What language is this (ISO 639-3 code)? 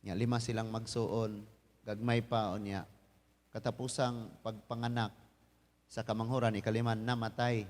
ceb